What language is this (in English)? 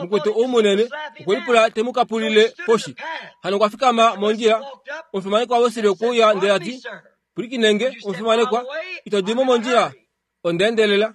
Kuanyama